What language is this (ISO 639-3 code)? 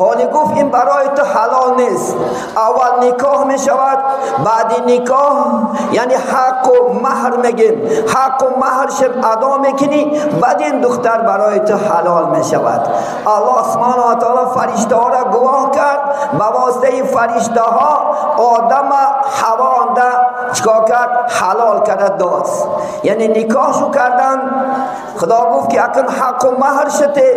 tgk